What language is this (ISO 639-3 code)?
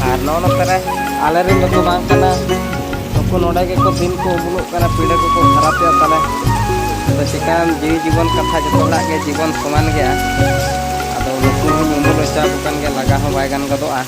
sat